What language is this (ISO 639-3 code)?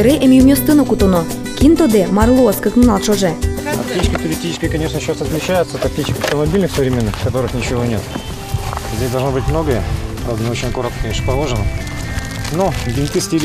udm